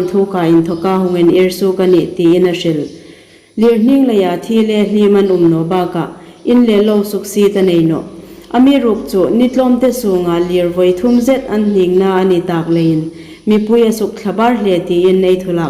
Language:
Hmar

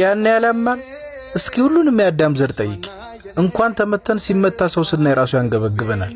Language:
Amharic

